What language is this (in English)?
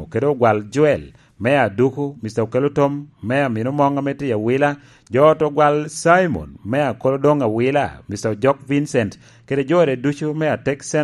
Lango (Uganda)